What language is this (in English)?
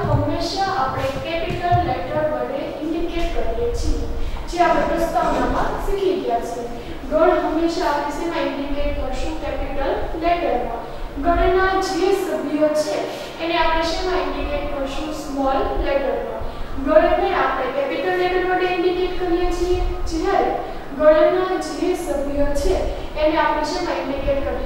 Gujarati